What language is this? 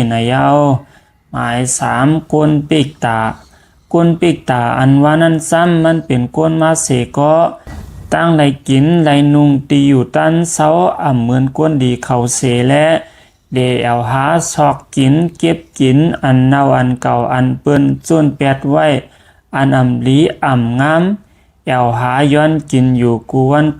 Shan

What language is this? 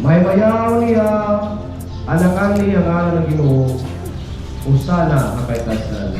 Waray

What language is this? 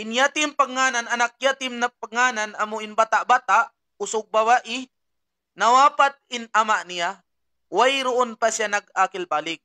Tausug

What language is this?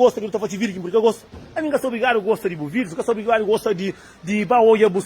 Kabuverdianu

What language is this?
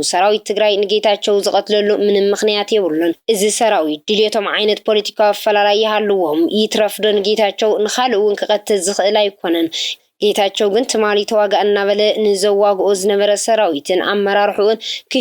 Tigrinya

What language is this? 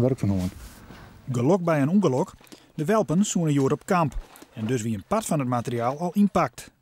Western Frisian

